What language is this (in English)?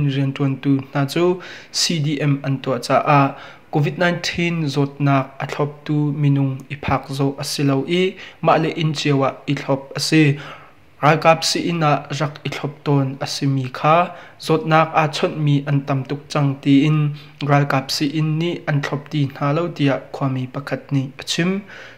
Hakha Chin